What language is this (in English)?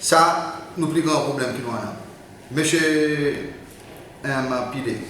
Seselwa Creole French